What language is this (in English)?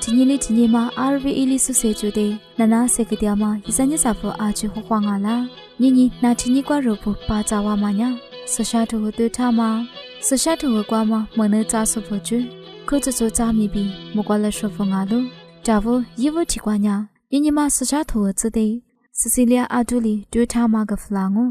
Lisu